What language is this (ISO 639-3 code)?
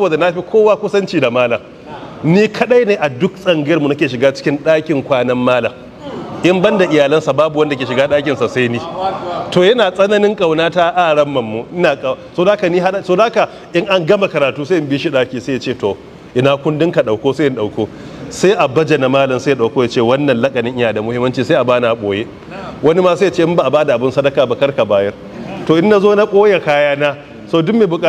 hau